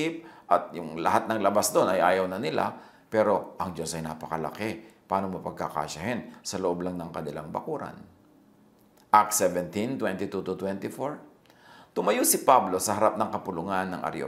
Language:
Filipino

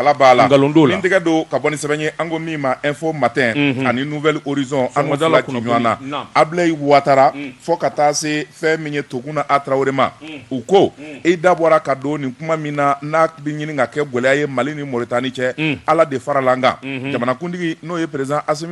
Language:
Bambara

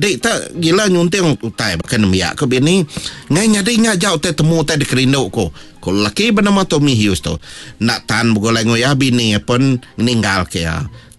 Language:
Iban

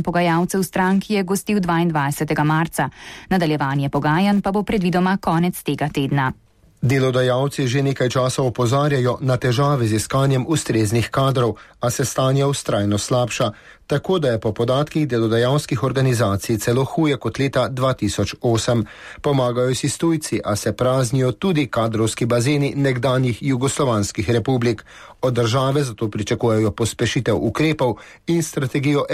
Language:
Slovenian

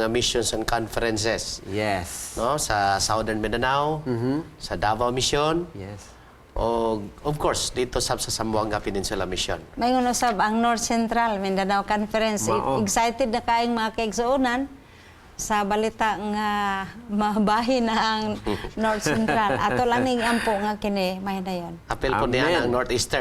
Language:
Cebuano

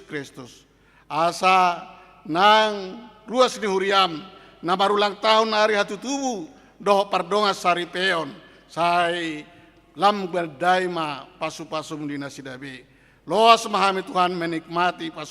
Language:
Batak Toba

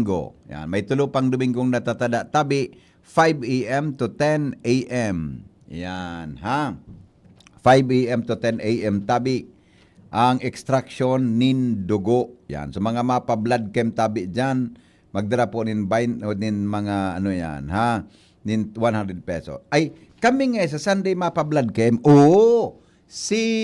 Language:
Bikol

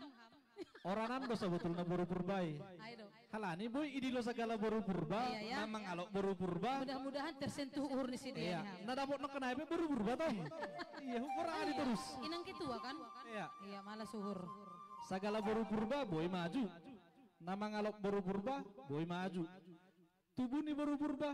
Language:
Batak Simalungun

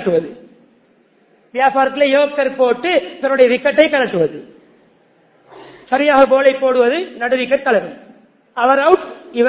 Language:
Tamil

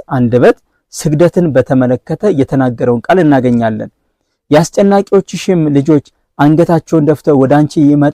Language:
Amharic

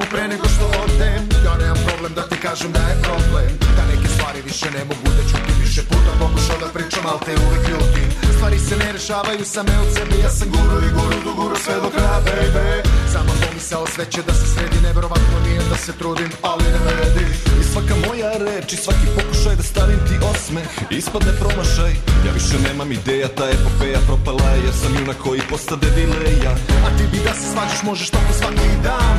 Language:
Serbian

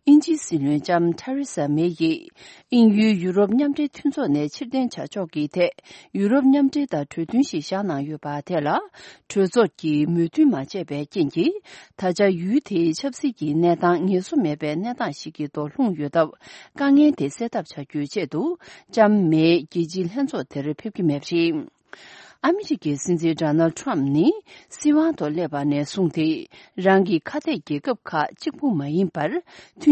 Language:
Tibetan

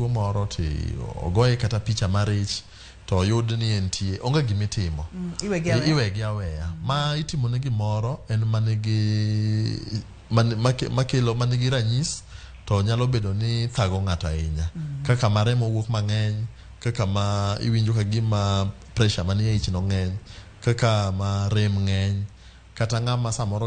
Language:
Luo (Kenya and Tanzania)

